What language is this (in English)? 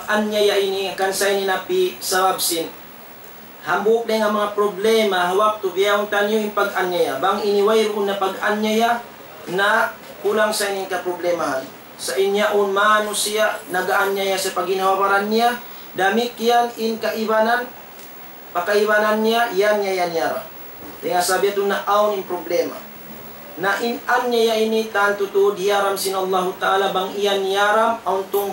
Tausug